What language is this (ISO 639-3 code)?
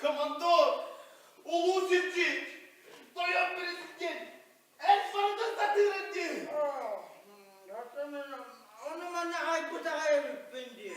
sah